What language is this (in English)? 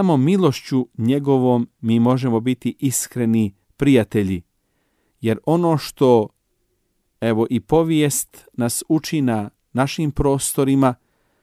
Bosnian